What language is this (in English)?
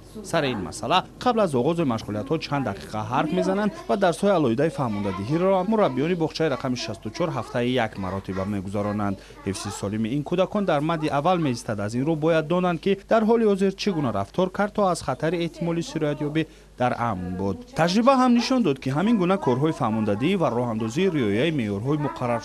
Tajik